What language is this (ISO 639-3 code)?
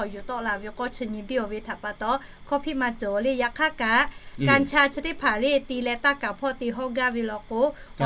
lhu